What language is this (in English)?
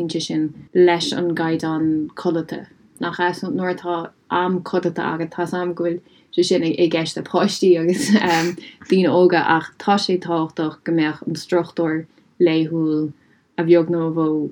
Irish